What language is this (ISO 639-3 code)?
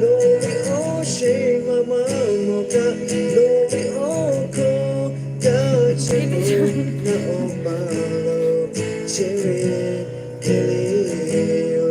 lhu